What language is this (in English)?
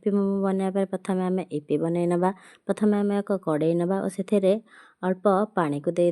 Odia